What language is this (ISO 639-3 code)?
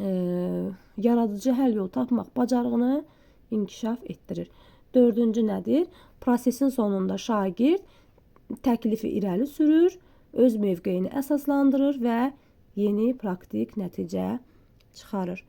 aze